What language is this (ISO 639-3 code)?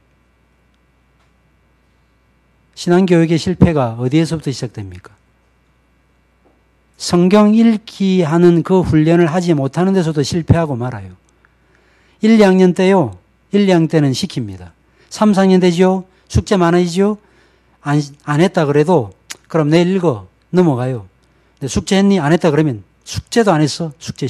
kor